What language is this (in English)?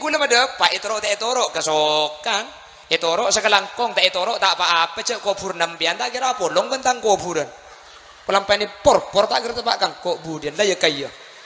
Madurese